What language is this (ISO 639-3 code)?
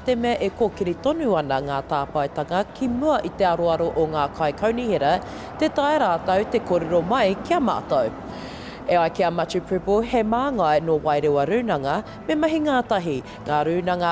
mri